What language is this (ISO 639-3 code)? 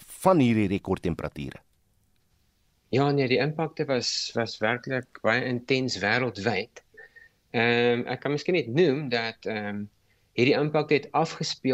afr